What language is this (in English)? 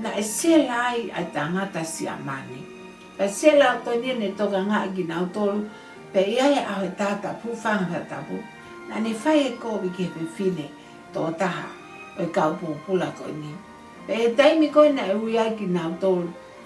Tongan